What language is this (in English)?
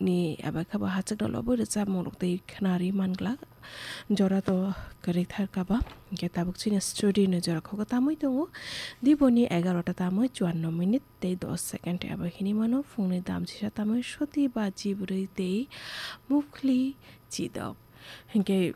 Kok Borok